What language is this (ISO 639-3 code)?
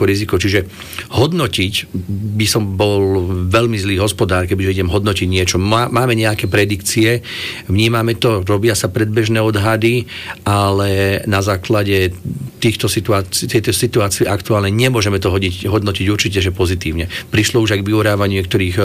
slk